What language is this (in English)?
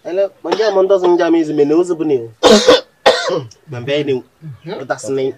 Kabiyè